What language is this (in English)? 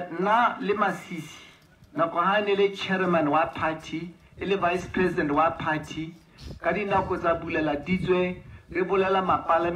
Tswana